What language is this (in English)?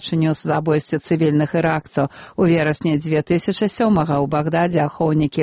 Belarusian